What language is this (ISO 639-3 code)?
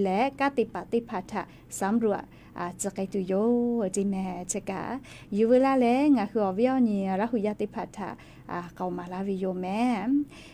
lhu